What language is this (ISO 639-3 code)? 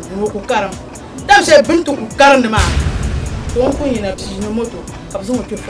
dag